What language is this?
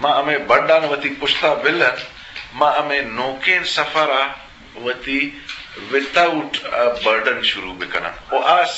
Eastern Balochi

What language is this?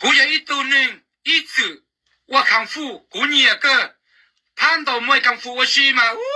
Hmong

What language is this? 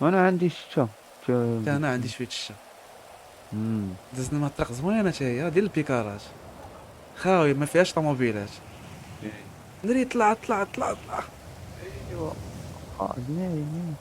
Moroccan Arabic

